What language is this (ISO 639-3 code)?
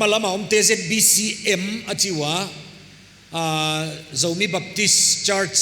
pck